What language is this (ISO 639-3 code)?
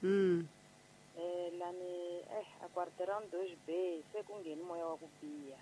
tso